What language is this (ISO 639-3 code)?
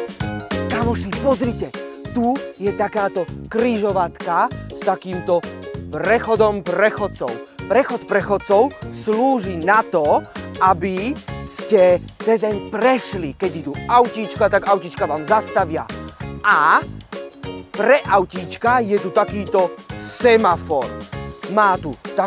slk